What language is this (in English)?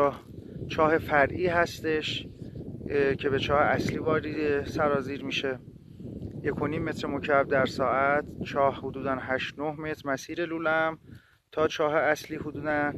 Persian